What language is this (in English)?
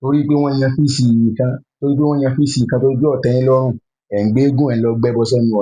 Yoruba